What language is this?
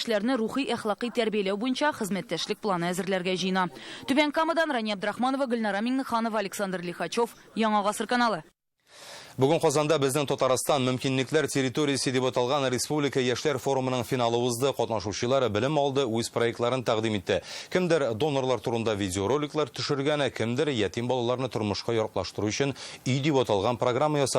Tatar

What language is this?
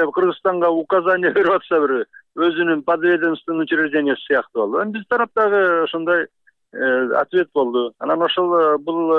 Kyrgyz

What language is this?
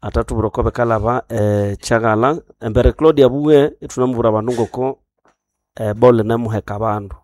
Nande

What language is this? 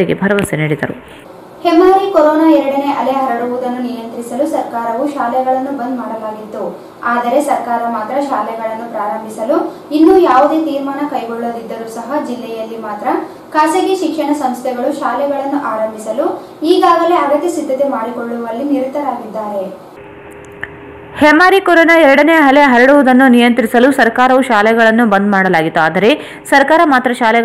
Kannada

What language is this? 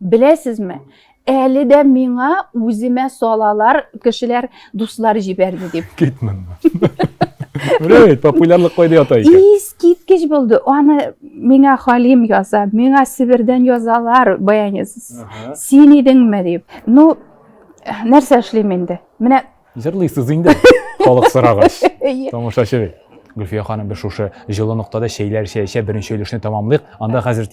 Tatar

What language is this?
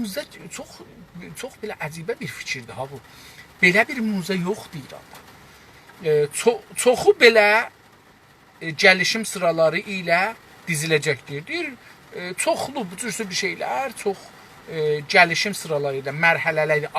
South Azerbaijani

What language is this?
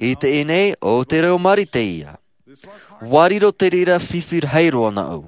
Tahitian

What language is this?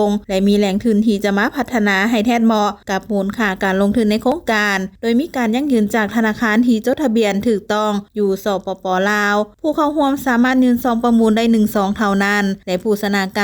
Lao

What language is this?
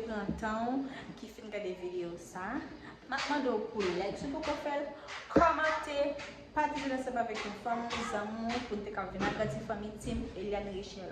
Haitian Creole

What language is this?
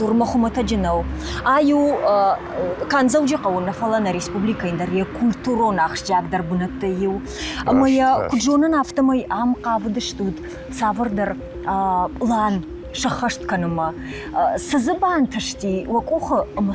Ossetic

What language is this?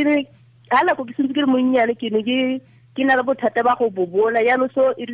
Tswana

